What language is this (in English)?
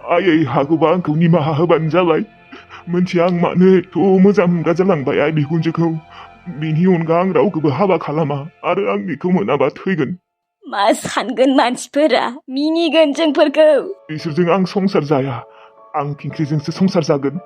Bodo